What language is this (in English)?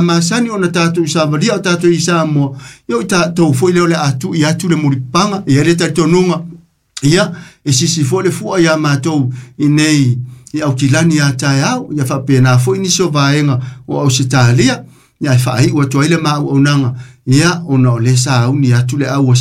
Samoan